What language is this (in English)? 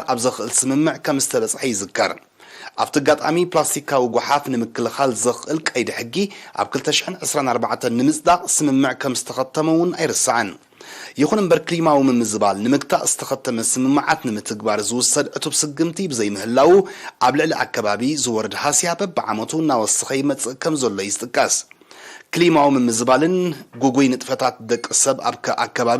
Tigrinya